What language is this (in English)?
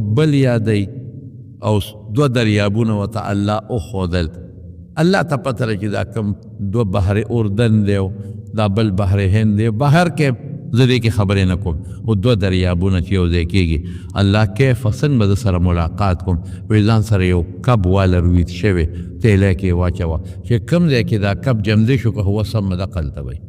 Pashto